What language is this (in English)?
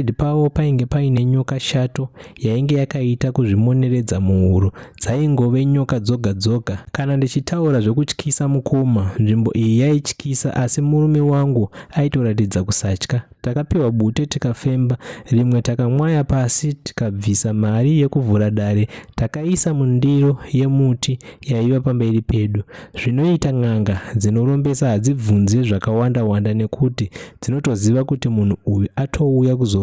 Shona